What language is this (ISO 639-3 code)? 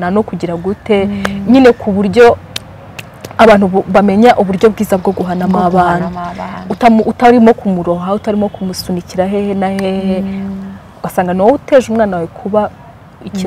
kin